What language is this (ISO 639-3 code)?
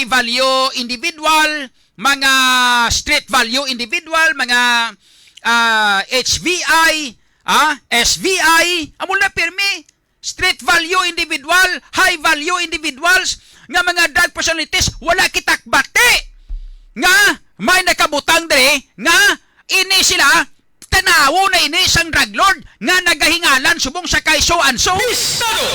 hil